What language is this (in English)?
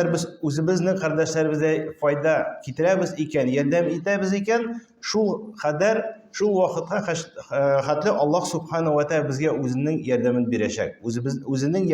Tatar